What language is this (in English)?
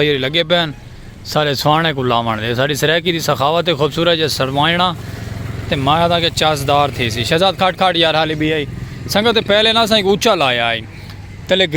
Saraiki